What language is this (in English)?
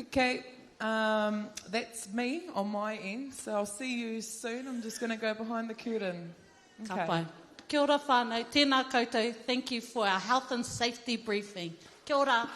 Māori